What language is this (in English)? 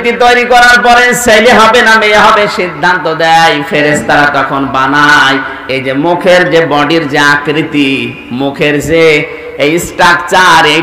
Bangla